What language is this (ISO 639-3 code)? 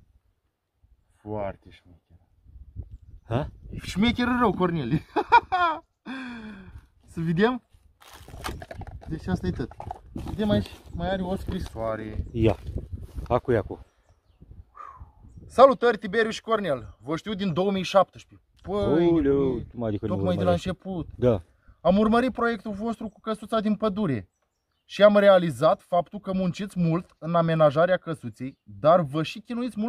ron